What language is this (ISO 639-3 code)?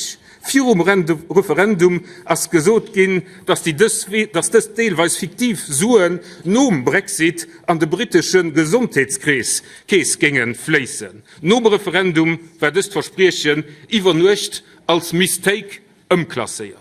ltz